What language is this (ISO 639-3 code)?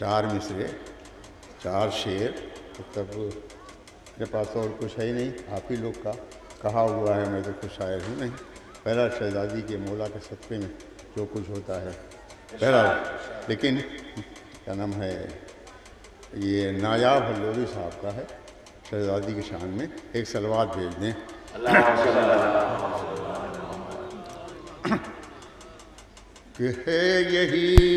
urd